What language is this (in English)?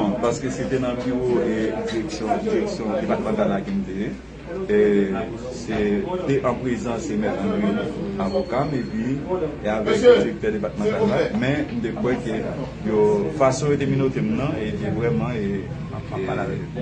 Haitian Creole